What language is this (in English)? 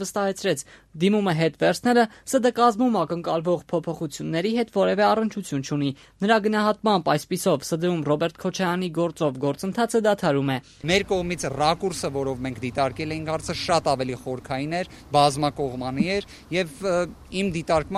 Armenian